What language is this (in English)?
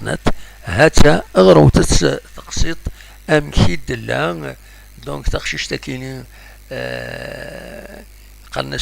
Kabyle